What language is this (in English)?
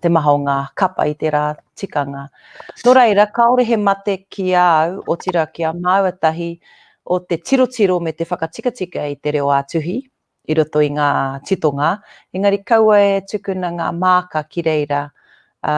Māori